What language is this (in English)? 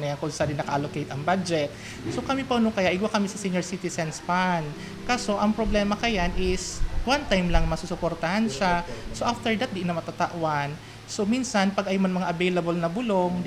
Bikol